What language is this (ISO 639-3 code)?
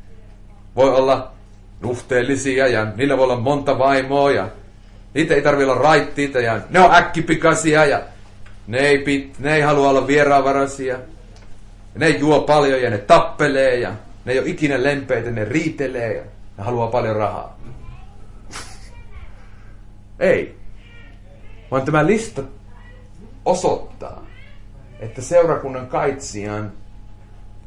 fin